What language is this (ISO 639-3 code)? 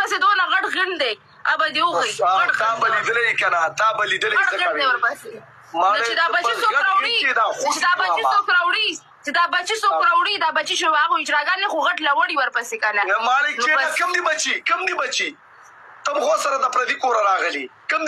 pus